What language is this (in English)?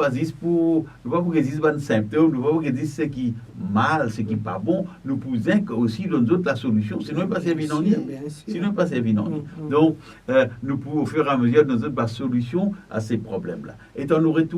Morisyen